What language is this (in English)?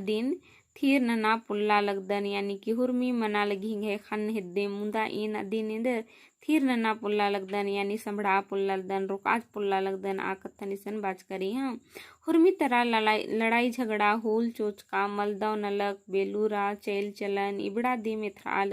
Kurukh